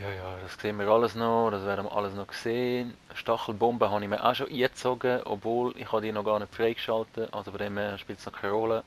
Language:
Swiss German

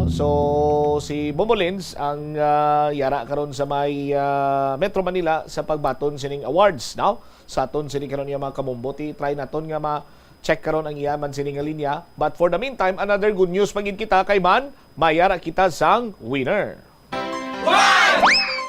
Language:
Hiligaynon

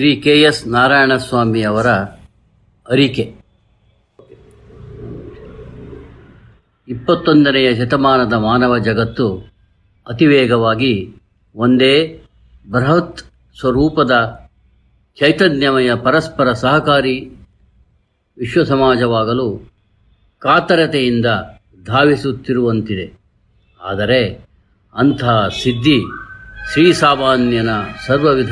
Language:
Kannada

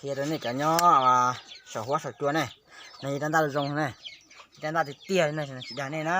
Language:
Hmong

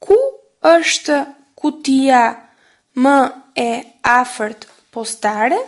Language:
Albanian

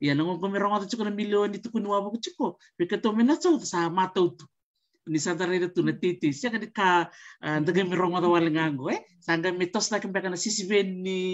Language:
Fijian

